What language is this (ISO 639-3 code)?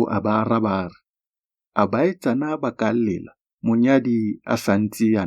tsn